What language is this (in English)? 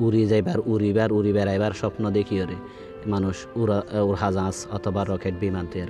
Rohingya